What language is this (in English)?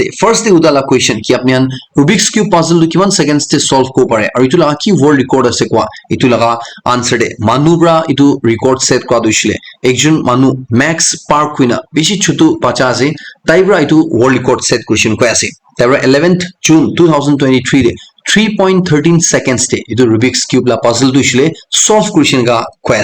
Naga Pidgin